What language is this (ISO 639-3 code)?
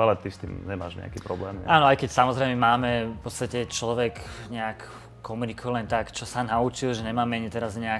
slk